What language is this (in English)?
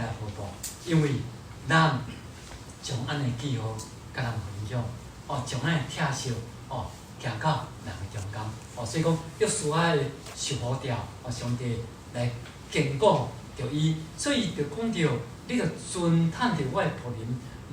Min Nan Chinese